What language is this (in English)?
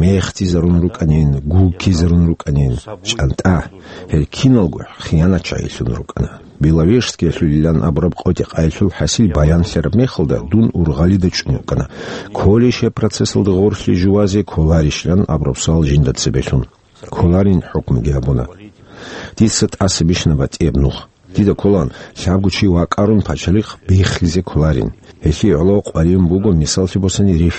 Avaric